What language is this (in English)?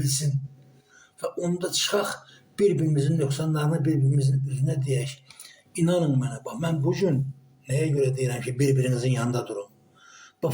Azerbaijani